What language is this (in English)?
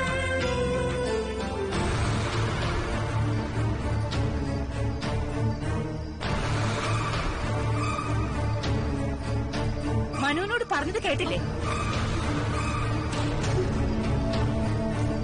Malayalam